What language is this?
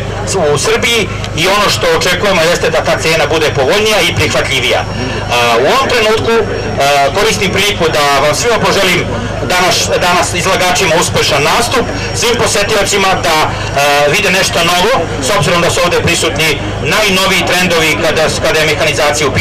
Serbian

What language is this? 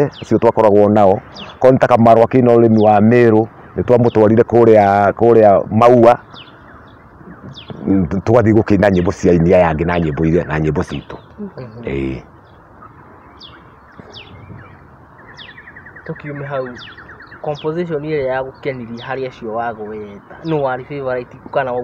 Kikuyu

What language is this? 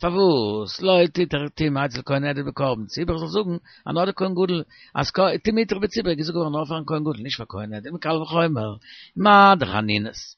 Yiddish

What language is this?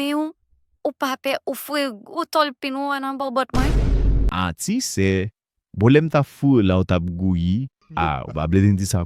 Haitian Creole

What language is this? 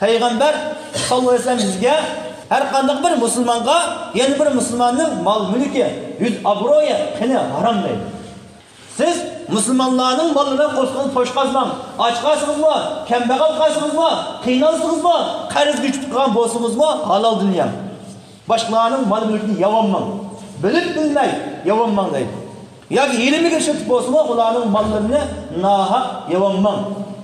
Uyghur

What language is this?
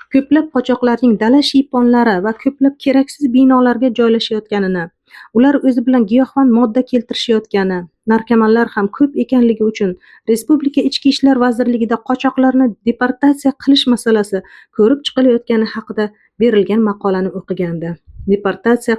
Uzbek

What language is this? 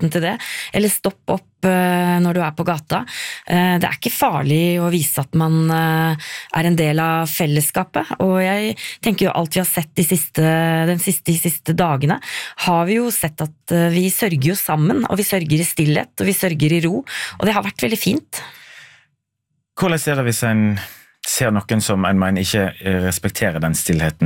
Norwegian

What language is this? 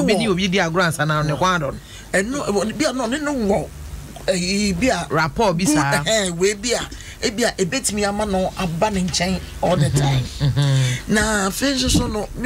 Akan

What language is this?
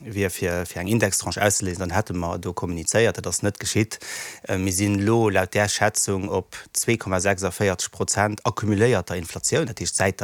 Luxembourgish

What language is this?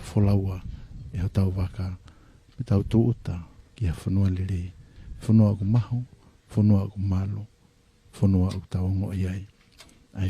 Tongan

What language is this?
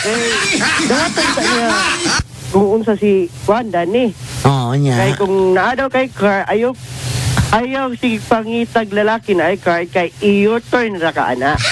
Cebuano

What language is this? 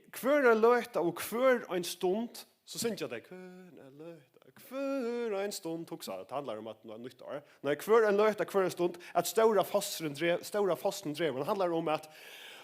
Faroese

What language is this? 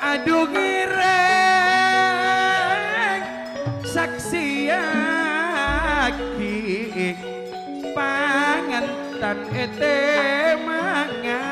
Madurese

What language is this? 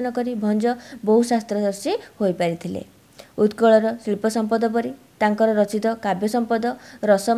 Odia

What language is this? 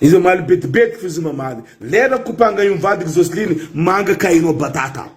Malagasy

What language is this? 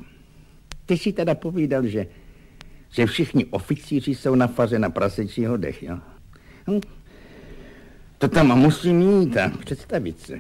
Czech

